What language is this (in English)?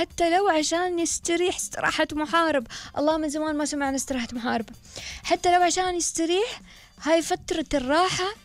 Gulf Arabic